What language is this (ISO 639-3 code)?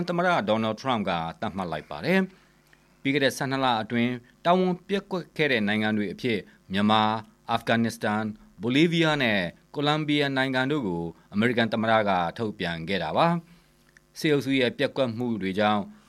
mya